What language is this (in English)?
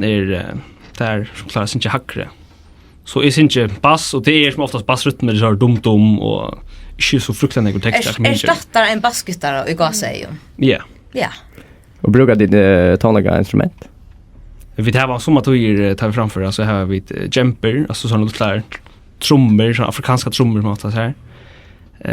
Faroese